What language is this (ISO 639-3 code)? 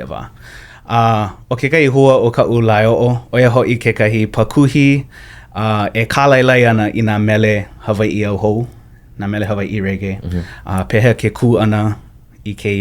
haw